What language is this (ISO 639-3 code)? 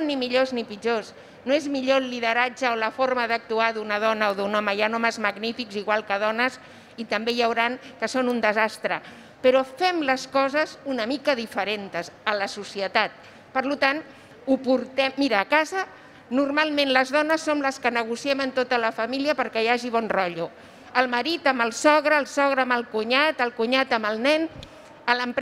cat